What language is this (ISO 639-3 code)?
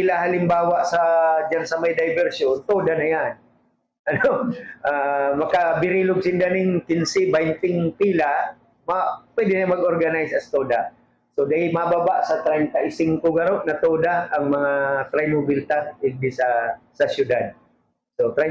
bik